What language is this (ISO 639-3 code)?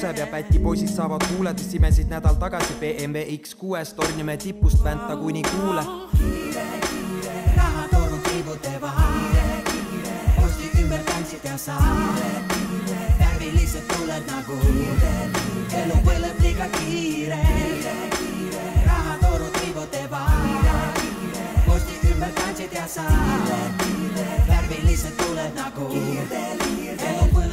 est